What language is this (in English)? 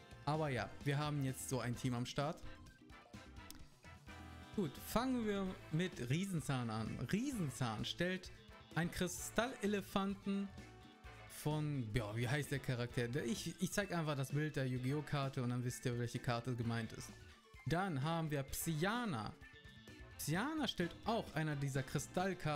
German